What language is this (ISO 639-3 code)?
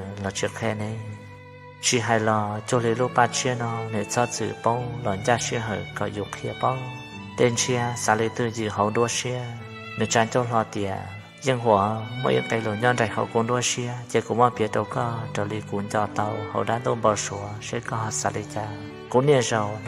hmn